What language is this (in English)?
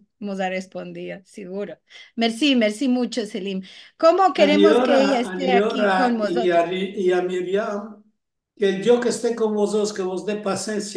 Ladino